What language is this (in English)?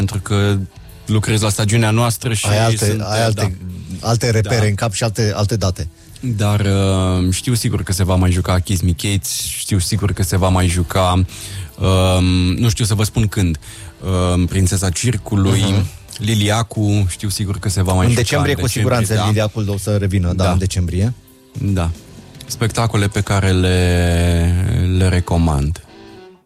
Romanian